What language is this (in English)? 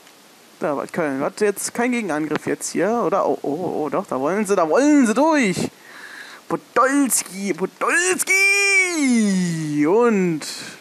German